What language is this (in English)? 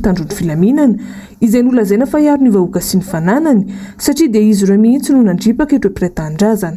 Malagasy